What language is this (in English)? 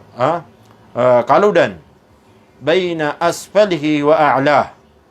Maranao